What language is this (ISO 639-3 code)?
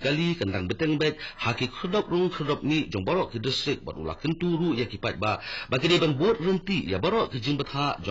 kha